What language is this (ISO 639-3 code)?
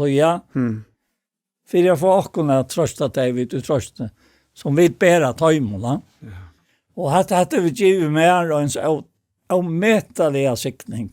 fao